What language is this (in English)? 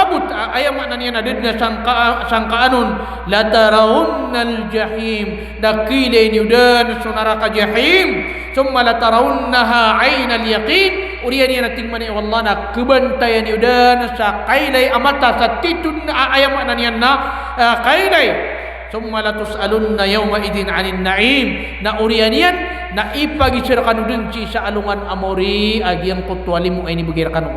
Maranao